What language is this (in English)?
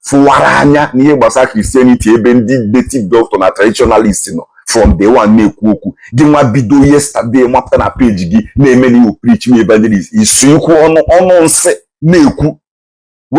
Igbo